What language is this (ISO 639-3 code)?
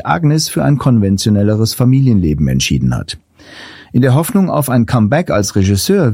deu